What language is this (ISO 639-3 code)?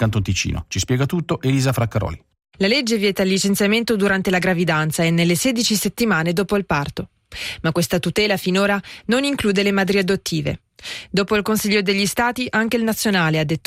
ita